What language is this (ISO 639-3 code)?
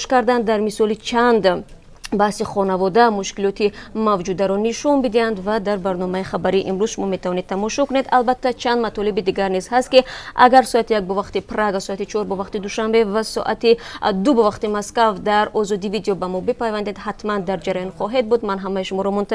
tgk